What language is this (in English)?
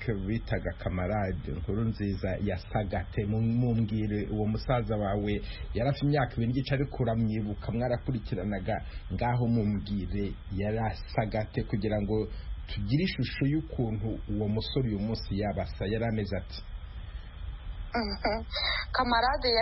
Kinyarwanda